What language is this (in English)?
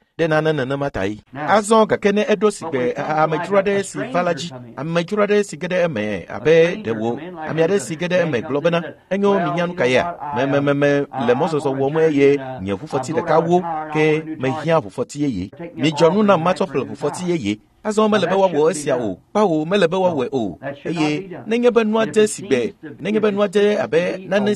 Ewe